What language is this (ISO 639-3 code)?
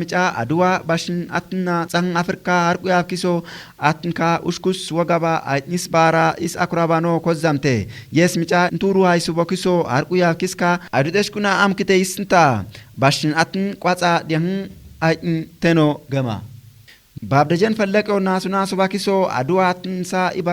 kbr